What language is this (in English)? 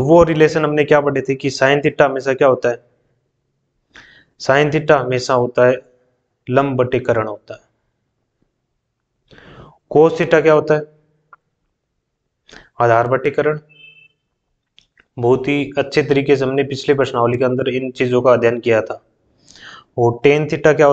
Hindi